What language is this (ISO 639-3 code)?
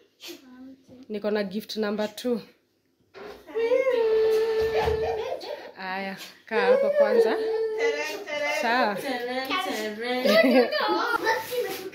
swa